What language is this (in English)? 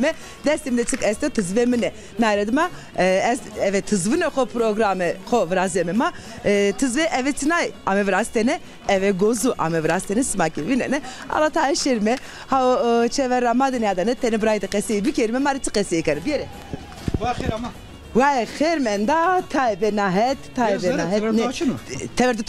Zaza